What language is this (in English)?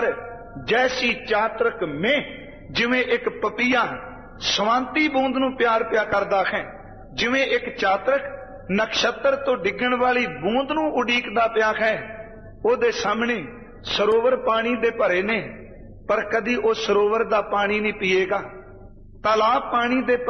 Punjabi